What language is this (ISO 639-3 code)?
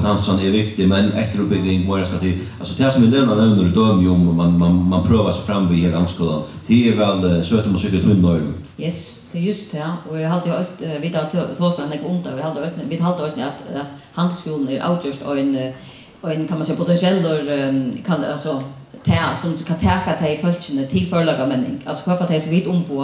fao